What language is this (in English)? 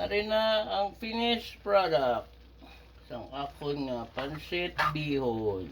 Hiligaynon